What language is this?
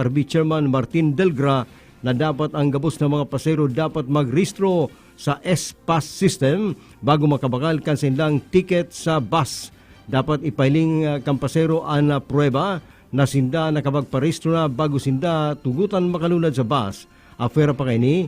Bikol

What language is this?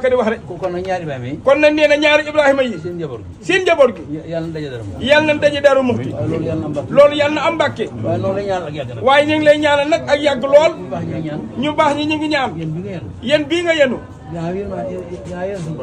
Wolof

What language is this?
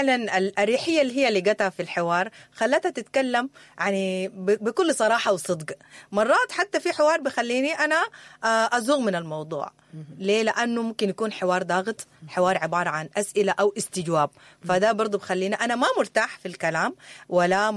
Sudanese Arabic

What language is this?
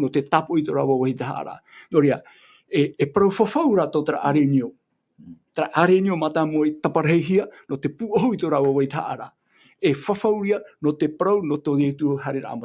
Tahitian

